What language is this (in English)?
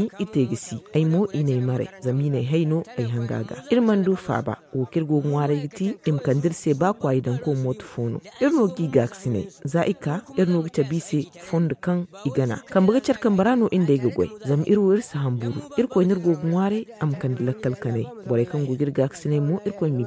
Zarma